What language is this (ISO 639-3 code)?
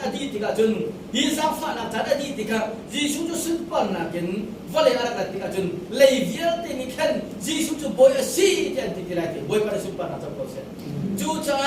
cnh